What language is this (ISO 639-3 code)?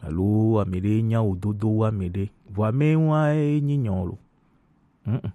gej